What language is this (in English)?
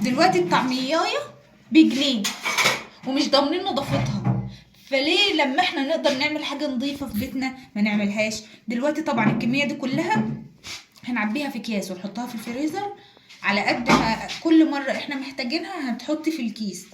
Egyptian Arabic